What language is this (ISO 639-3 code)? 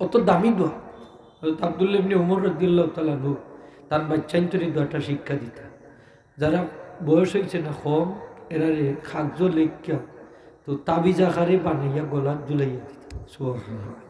syl